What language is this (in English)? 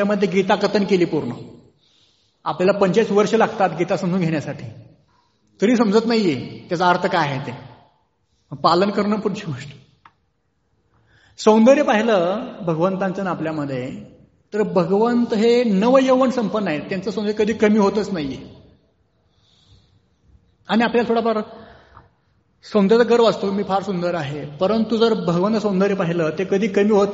Marathi